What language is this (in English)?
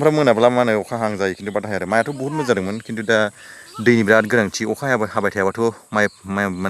Bodo